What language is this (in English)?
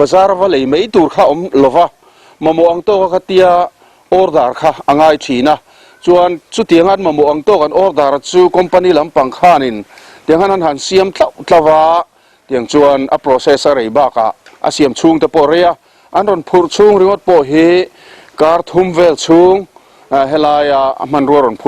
Mizo